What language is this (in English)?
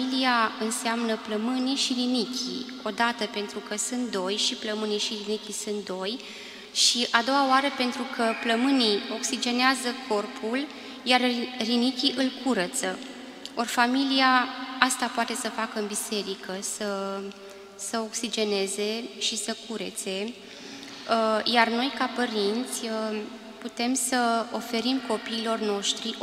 Romanian